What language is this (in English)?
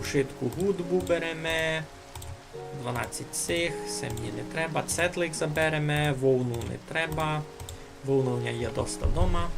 Rusyn